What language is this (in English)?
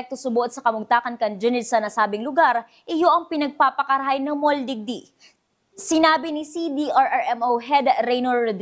Bikol